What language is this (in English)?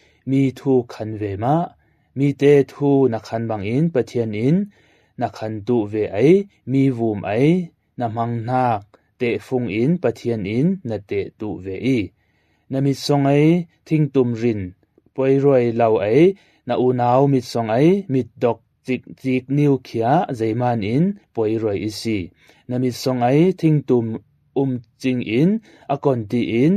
Falam Chin